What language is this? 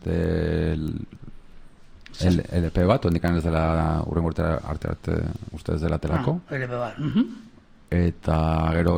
Basque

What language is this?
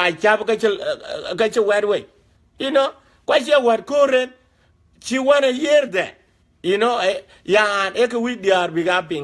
Dinka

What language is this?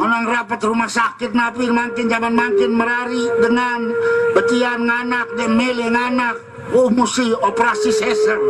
Sasak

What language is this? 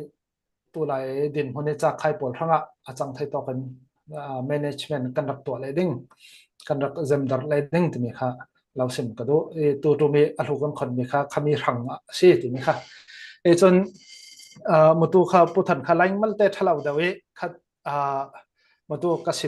Falam Chin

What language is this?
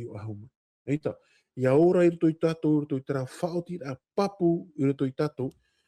Tahitian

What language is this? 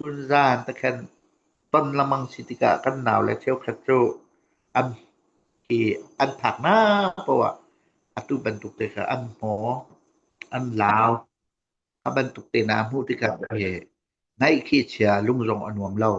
Hakha Chin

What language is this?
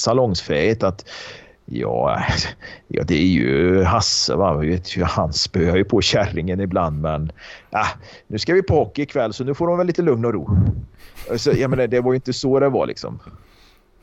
Swedish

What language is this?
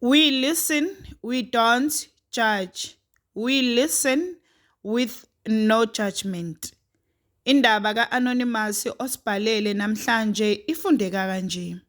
Zulu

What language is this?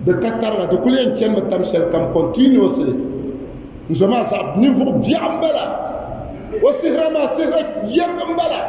Dagbani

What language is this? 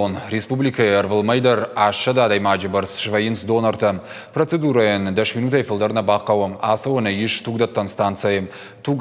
Ossetic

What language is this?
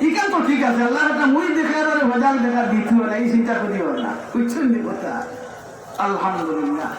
Sylheti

